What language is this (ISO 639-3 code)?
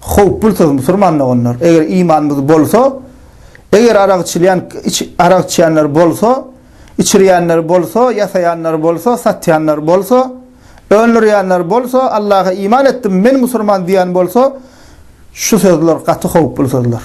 tuk